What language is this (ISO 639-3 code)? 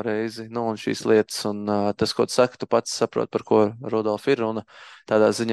lav